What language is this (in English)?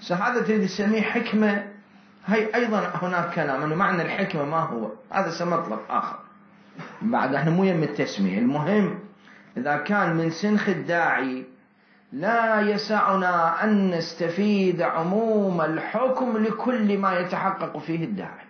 Mesopotamian Arabic